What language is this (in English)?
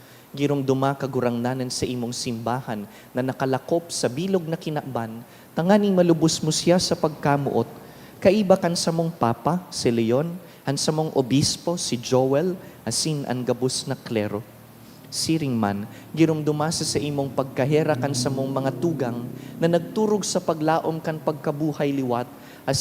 Bikol